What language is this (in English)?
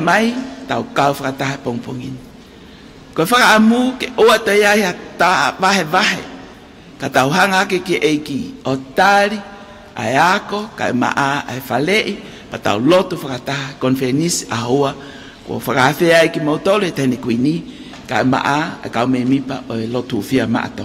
Tongan